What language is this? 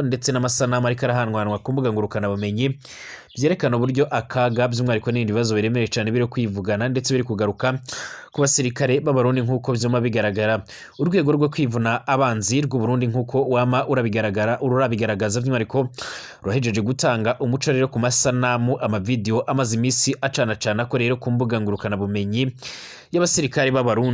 Rundi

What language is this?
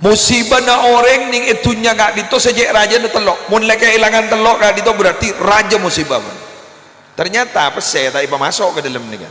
Madurese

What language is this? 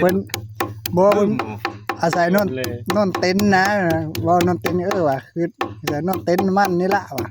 Northeastern Thai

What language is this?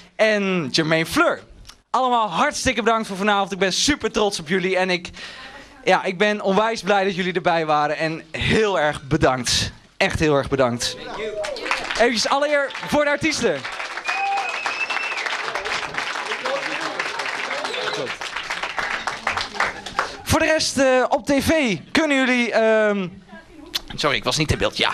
Dutch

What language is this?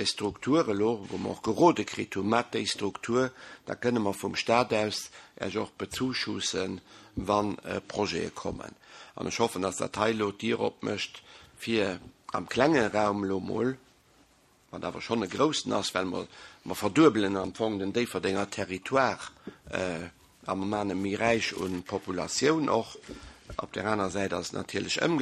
Luxembourgish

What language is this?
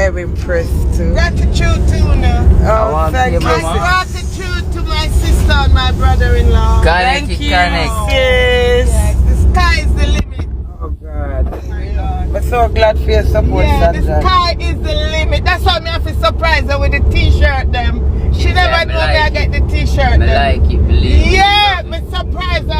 Jamaican Creole English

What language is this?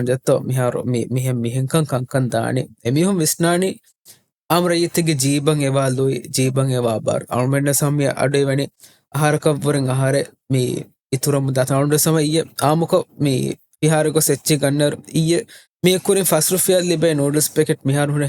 Divehi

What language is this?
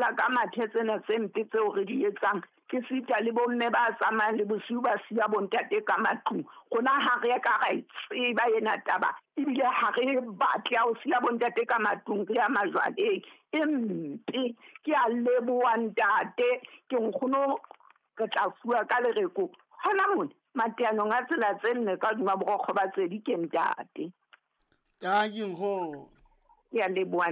Southern Sotho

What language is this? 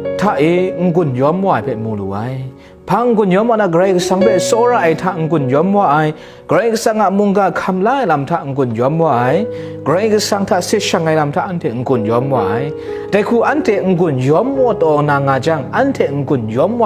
Kachin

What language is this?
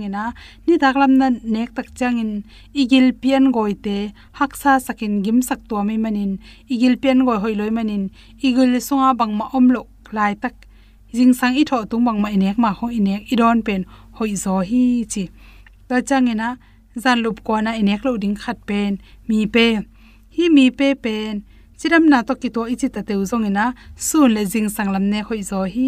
Tedim Chin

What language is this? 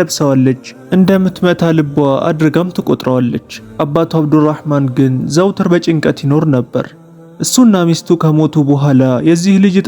Amharic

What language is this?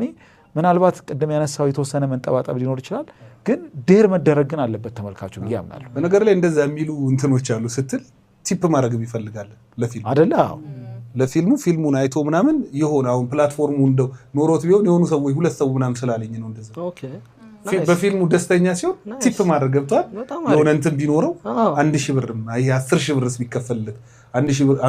Amharic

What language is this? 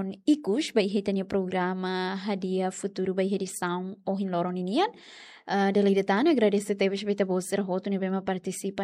Tetum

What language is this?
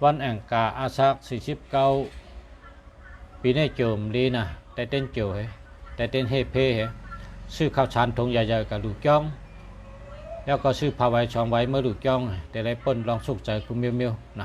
Shan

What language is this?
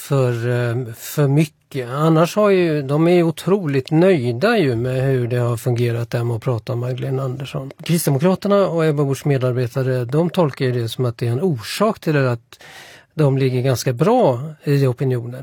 Swedish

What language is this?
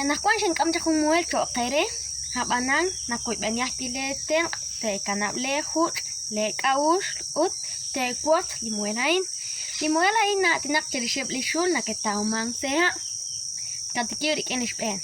Kekchí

